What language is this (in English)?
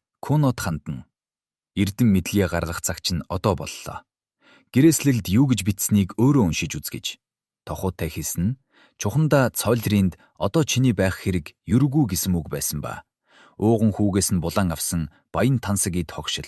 Mongolian